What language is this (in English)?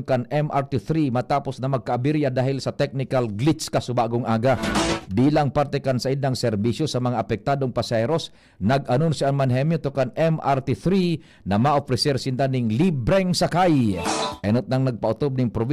Bikol